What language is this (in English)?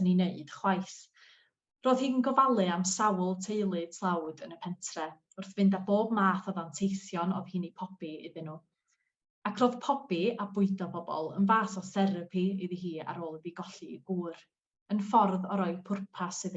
Welsh